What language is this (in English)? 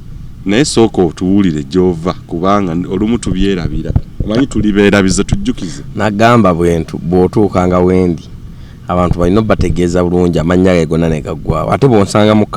Ganda